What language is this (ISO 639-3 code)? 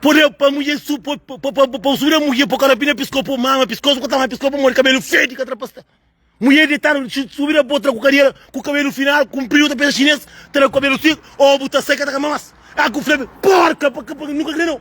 kea